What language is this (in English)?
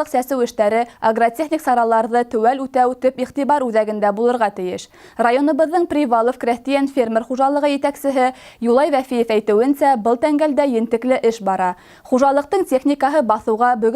Bashkir